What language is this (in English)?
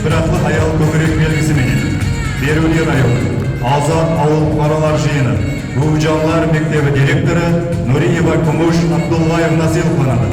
Kara-Kalpak